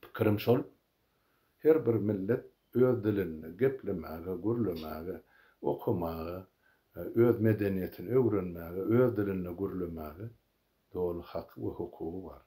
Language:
Turkmen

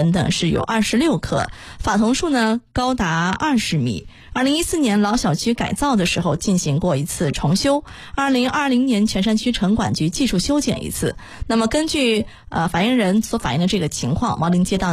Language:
Chinese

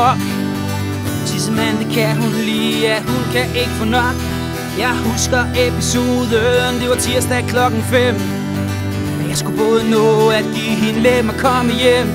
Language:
Danish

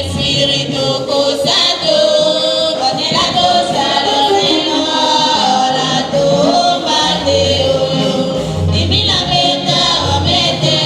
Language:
Tetela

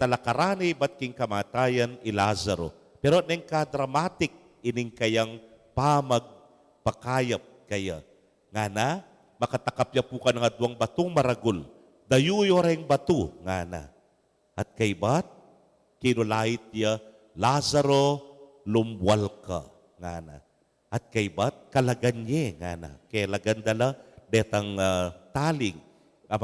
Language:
Pampanga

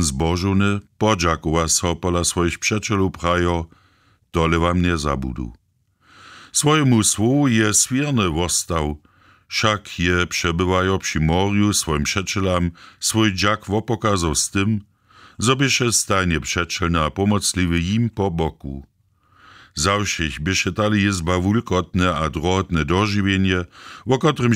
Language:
Upper Sorbian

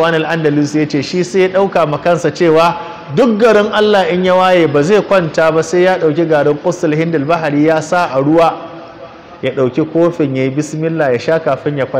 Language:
Hausa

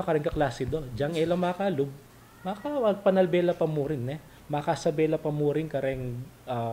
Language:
Pampanga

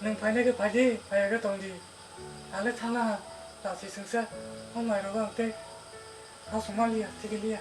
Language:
Kok Borok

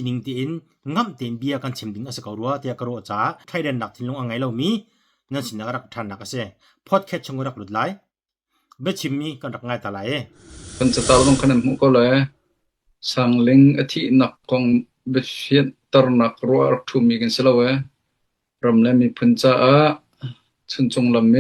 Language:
Hakha Chin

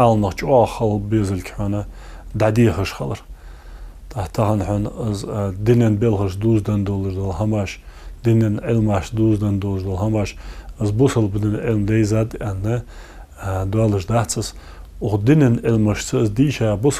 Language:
Ingush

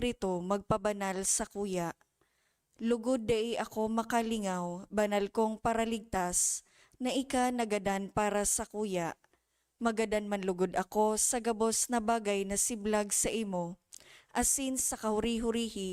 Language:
Bikol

